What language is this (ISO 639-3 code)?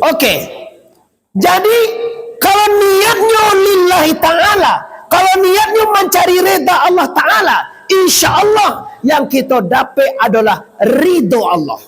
min